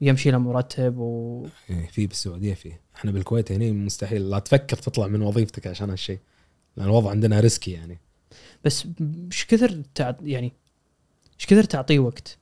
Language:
Gulf Arabic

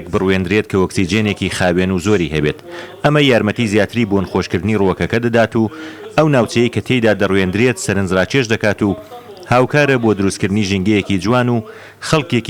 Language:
Central Kurdish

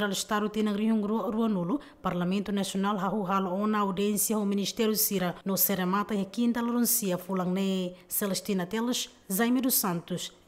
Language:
Tetum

